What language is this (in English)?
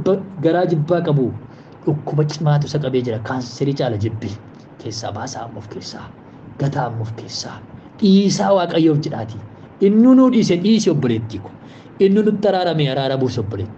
Oromo